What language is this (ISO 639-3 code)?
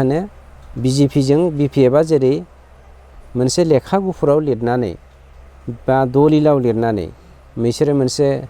brx